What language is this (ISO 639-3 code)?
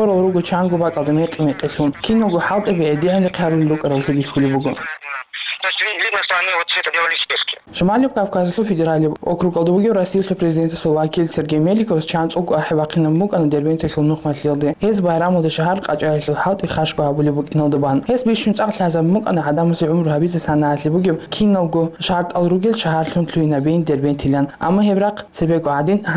ava